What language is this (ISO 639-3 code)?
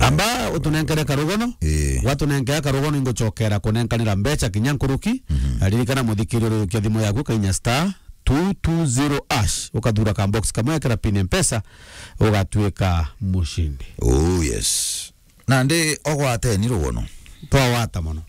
mer